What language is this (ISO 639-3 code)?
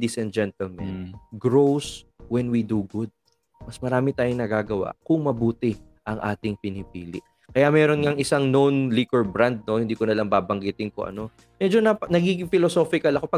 fil